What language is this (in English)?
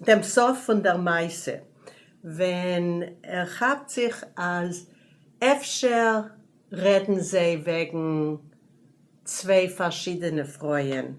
Yiddish